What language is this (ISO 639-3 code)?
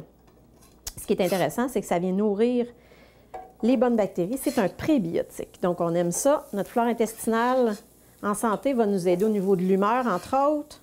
fra